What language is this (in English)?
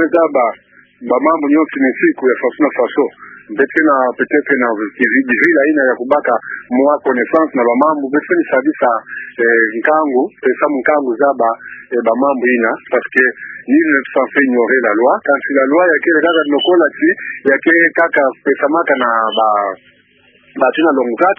Kituba (Democratic Republic of Congo)